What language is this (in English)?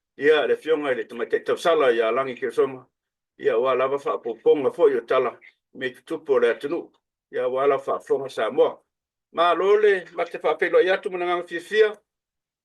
Samoan